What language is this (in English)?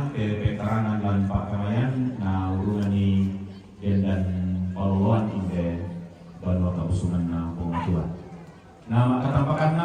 Toraja-Sa'dan